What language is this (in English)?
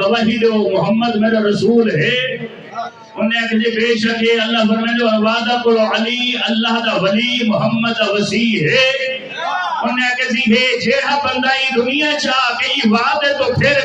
Saraiki